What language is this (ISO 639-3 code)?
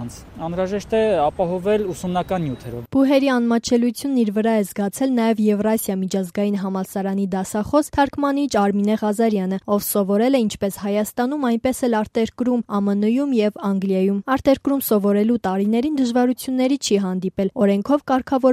hye